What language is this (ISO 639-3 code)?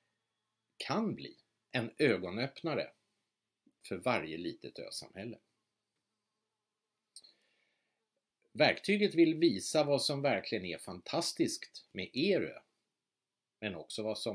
swe